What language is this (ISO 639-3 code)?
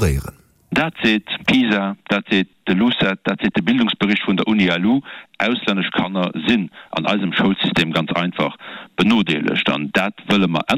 ltz